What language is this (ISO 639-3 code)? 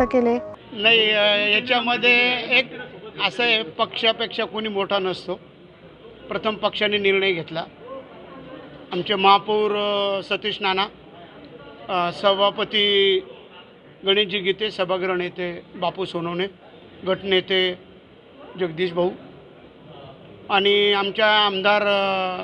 mar